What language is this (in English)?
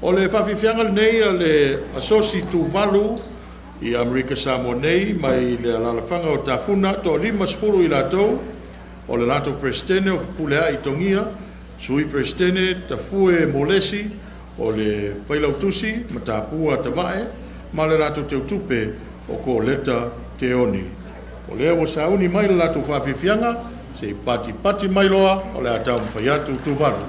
Samoan